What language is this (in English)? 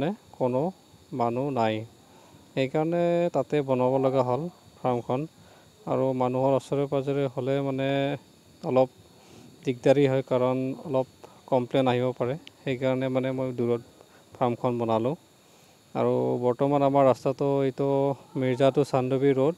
Assamese